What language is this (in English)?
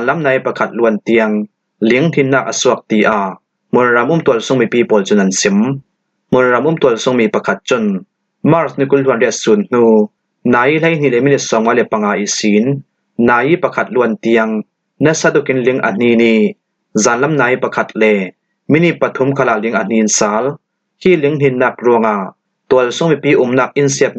Falam Chin